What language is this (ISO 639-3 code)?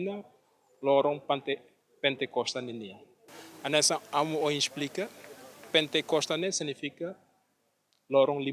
tet